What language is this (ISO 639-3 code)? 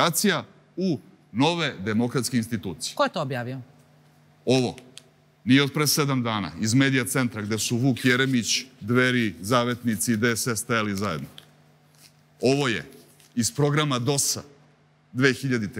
srp